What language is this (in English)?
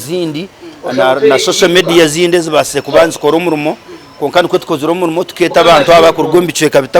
Nyankole